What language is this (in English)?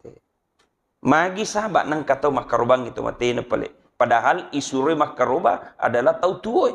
Buginese